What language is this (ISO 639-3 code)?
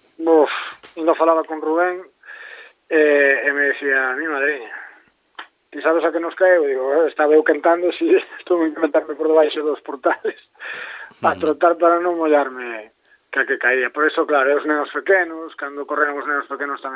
glg